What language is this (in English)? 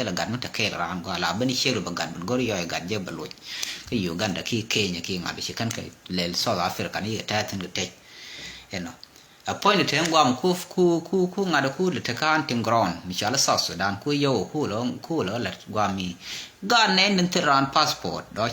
Nuer